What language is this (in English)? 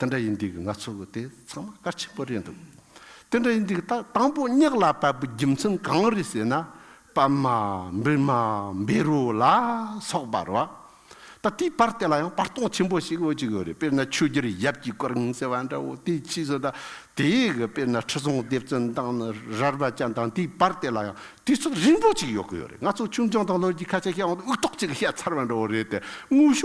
Tibetan